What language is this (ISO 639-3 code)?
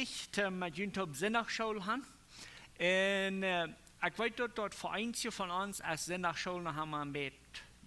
pdt